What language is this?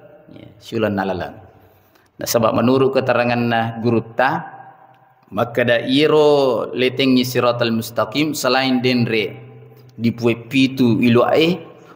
Buginese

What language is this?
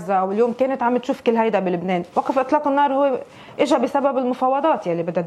North Levantine Arabic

